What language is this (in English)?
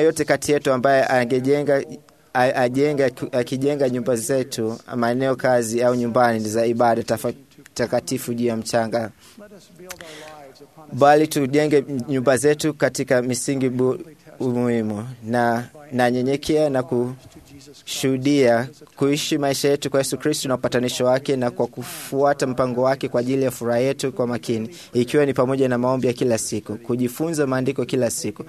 Swahili